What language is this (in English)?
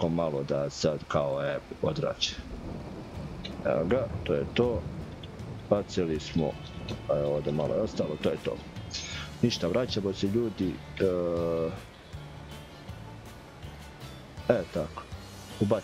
Croatian